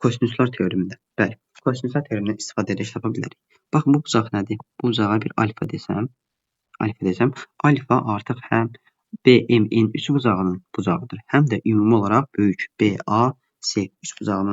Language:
Azerbaijani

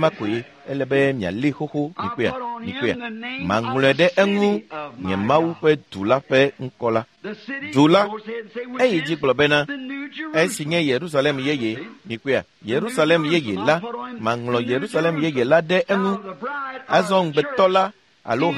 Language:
Ewe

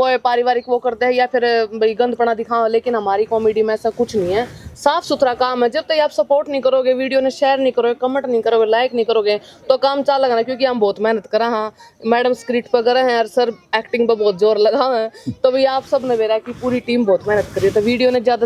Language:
Haryanvi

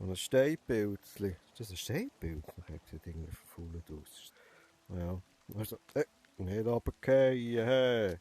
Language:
Swiss German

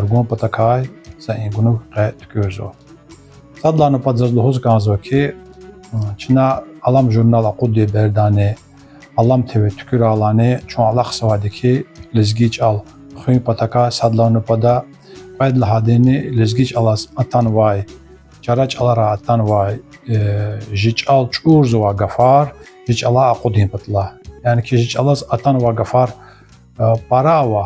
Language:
Lezghian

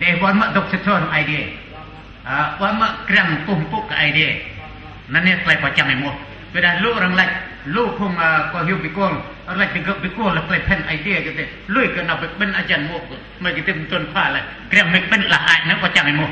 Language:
Central Mnong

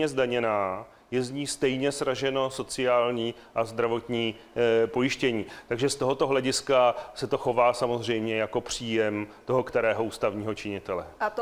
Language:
Czech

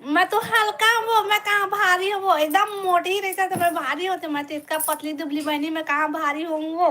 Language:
Chhattisgarhi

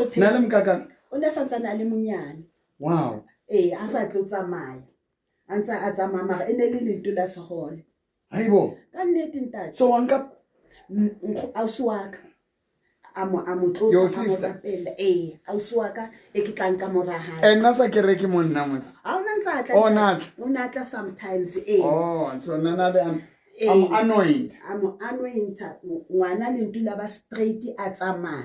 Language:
Southern Sotho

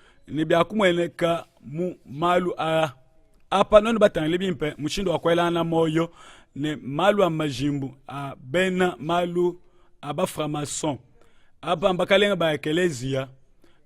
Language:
Luba-Lulua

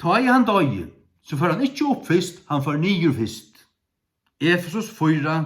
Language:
Faroese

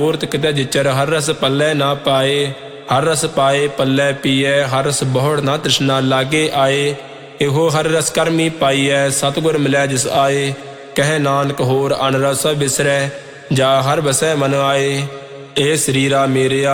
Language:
Punjabi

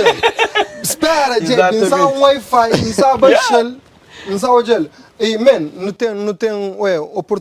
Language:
Kabuverdianu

